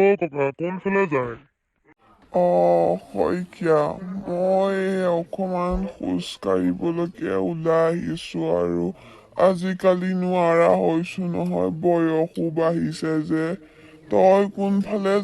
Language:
Assamese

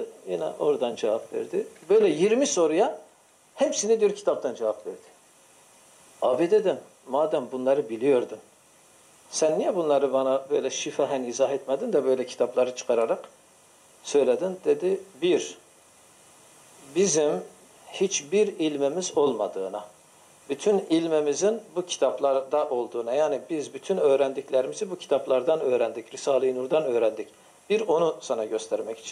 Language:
Turkish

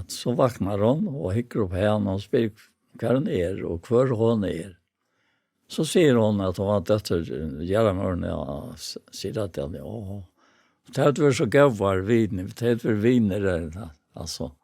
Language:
Faroese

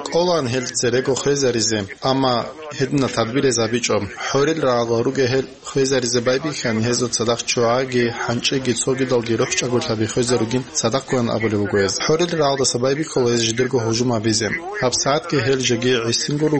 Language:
Avaric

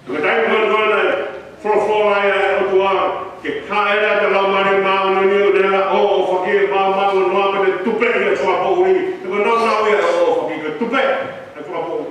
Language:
Tongan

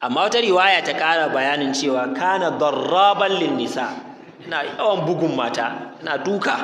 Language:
Hausa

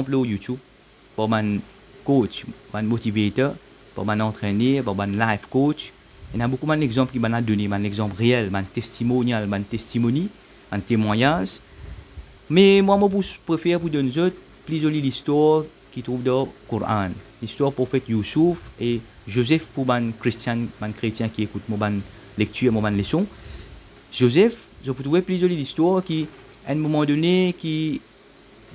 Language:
Morisyen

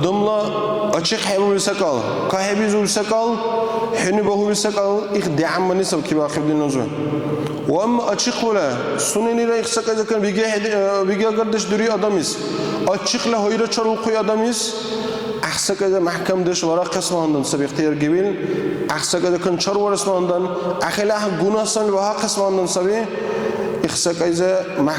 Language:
Dargwa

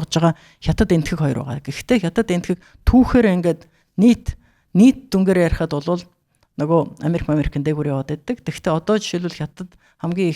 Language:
Mongolian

